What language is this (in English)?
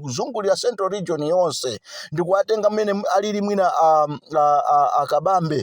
Nyanja